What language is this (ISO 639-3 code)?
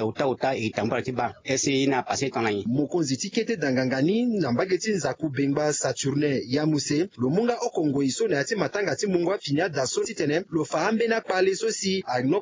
sag